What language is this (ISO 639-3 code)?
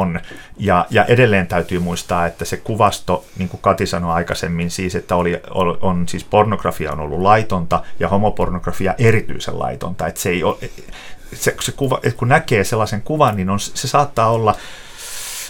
fin